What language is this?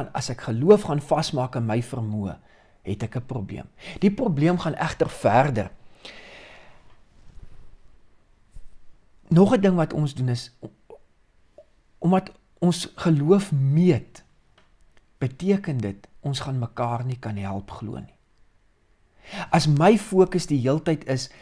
Afrikaans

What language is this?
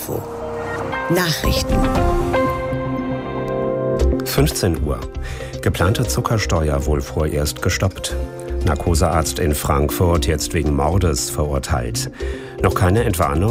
German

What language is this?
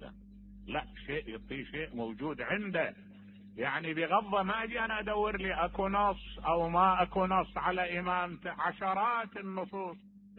Mesopotamian Arabic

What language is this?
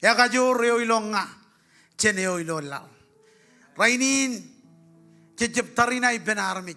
Marshallese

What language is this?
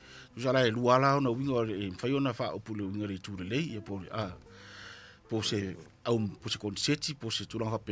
Samoan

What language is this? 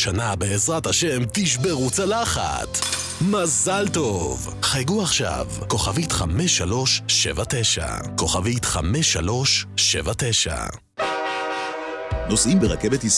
Hebrew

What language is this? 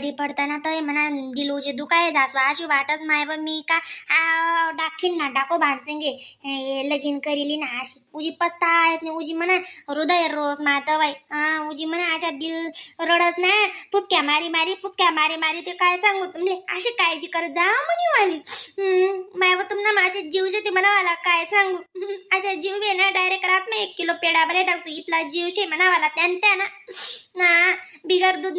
Khandesi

